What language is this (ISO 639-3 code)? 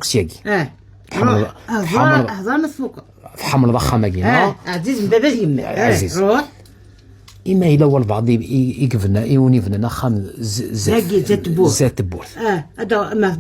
kab